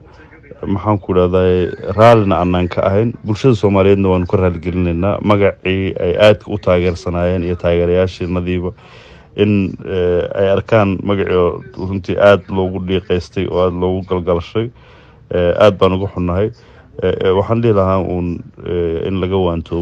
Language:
Somali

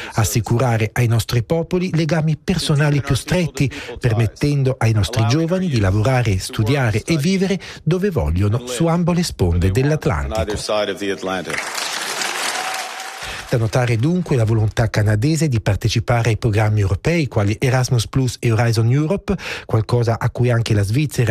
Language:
Italian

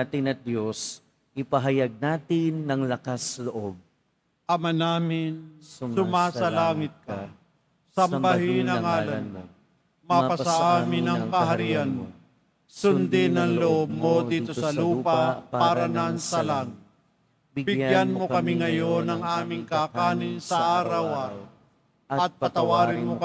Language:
Filipino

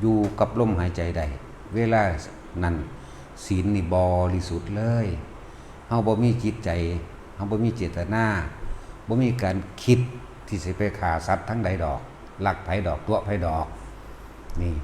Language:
Northeastern Thai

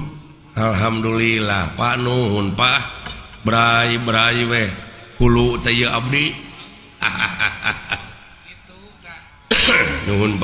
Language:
Sundanese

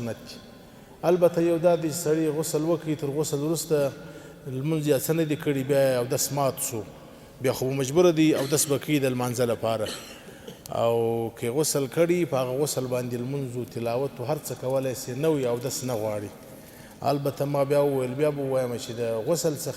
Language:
Pashto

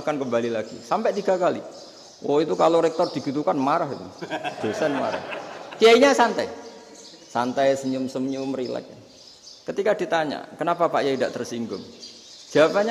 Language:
Indonesian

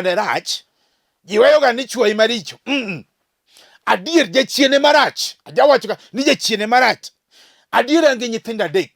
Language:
Luo (Kenya and Tanzania)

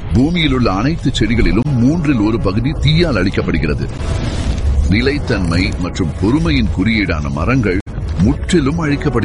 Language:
Tamil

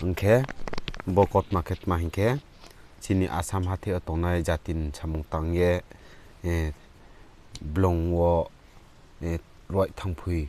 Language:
Riang (India)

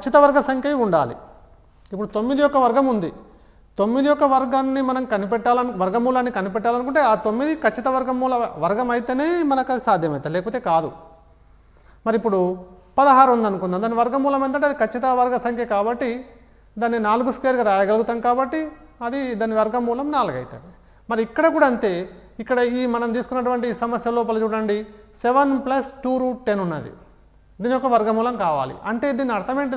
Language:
Telugu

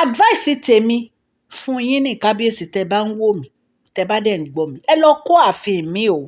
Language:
Yoruba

